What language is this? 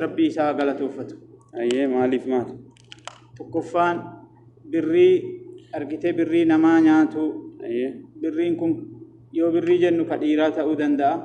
Oromo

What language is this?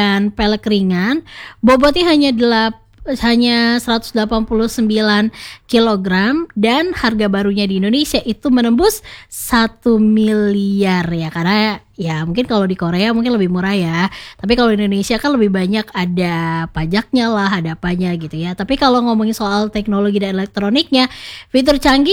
Indonesian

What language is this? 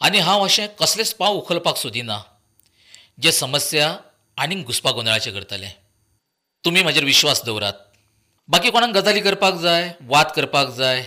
Konkani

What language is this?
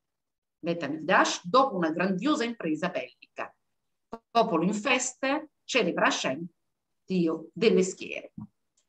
Italian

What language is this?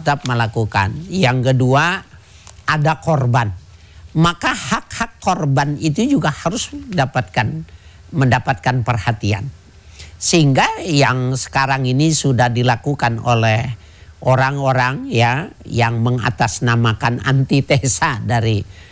Indonesian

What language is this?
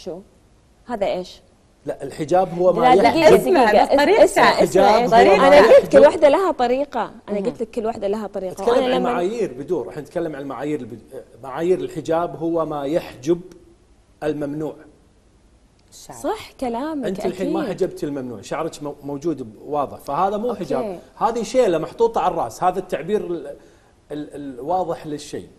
Gulf Arabic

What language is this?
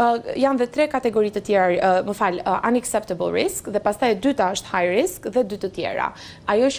Albanian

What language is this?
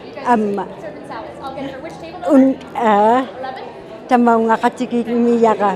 Inuktitut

